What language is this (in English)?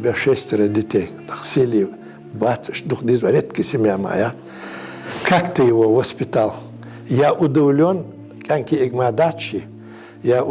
Ingush